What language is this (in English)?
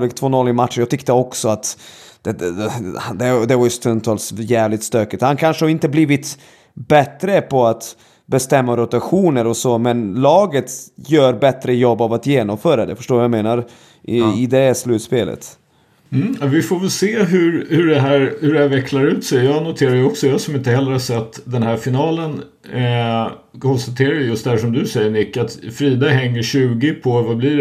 Swedish